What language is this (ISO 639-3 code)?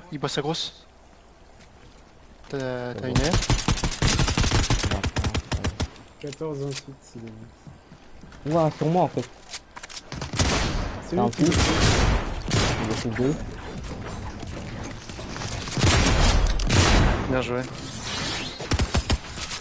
fra